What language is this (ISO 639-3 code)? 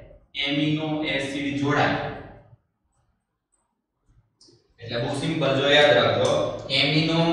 guj